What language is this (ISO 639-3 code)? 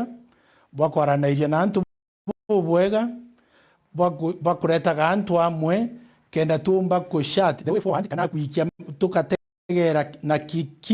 mer